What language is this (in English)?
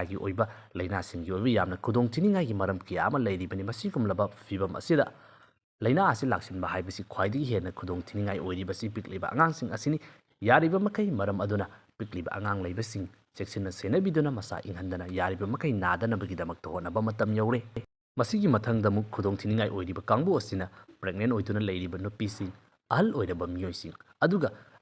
Manipuri